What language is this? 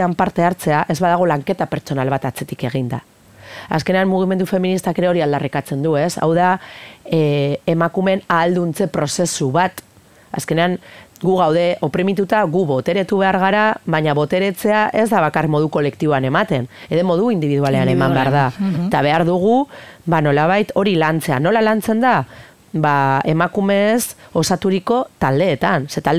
Basque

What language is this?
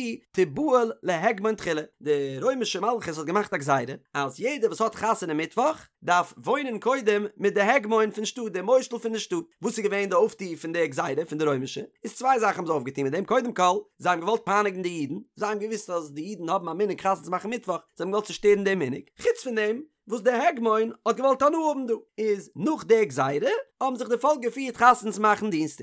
Yiddish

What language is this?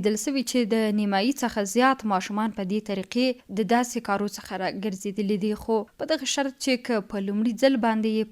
Pashto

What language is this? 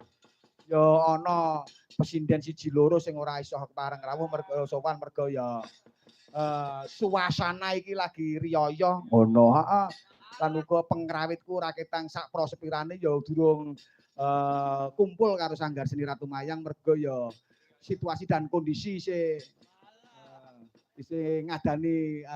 Javanese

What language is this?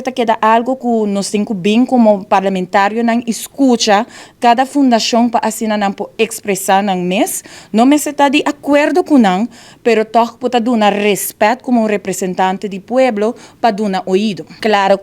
Papiamento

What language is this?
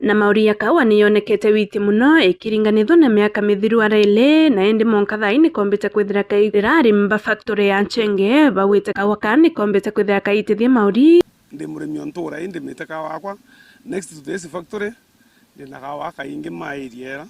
Meru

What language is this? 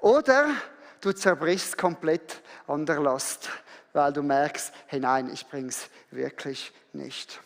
Swiss German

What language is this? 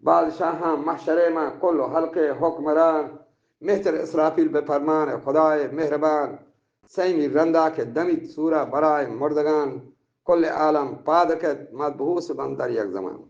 Eastern Balochi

